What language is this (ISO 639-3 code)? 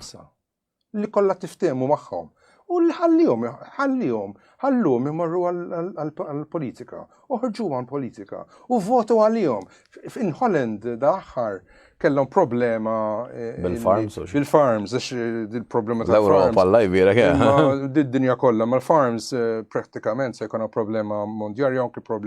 mlt